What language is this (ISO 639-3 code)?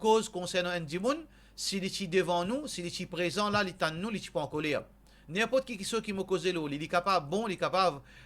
mfe